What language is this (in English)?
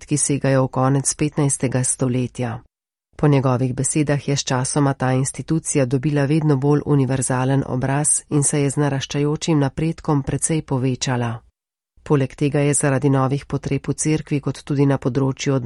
Slovenian